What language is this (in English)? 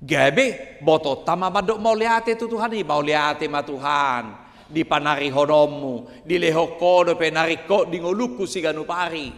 Batak Toba